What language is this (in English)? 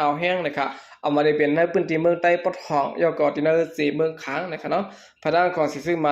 Shan